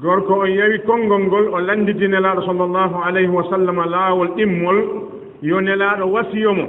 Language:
Fula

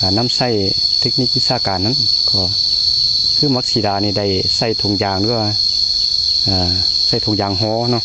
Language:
Lao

